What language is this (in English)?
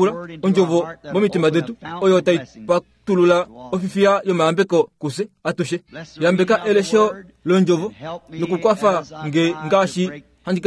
Kuanyama